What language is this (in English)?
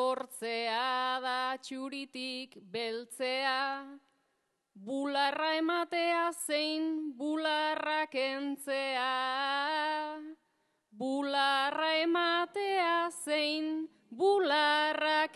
Basque